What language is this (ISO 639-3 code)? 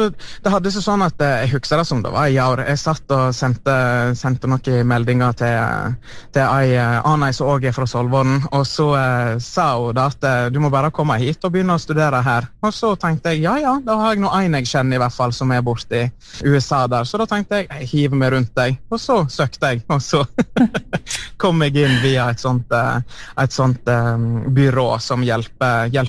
nor